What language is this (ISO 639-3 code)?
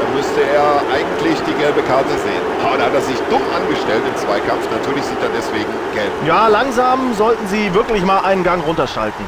bar